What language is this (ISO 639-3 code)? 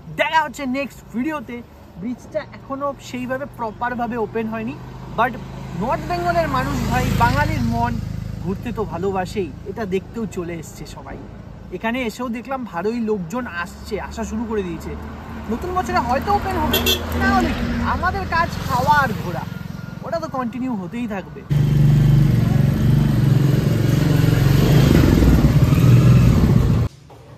ben